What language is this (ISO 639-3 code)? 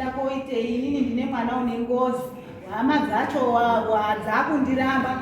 sna